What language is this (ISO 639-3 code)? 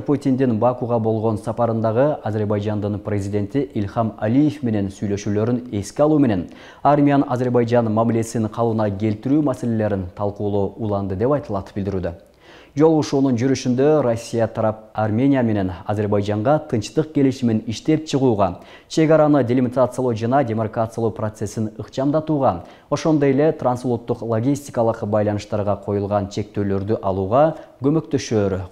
kir